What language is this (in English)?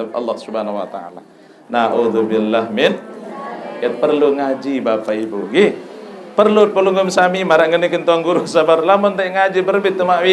Sasak